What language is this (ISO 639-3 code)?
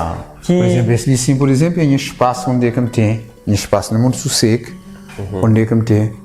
kea